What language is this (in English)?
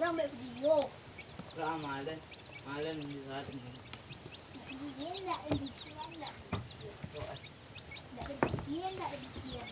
Minangkabau